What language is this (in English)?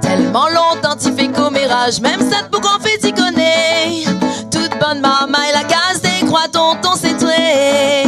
Réunion Creole French